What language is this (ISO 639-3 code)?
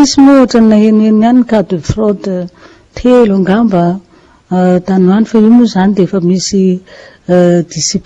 mlg